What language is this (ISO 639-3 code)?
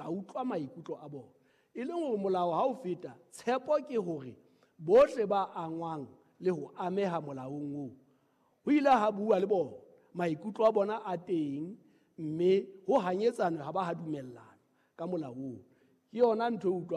sot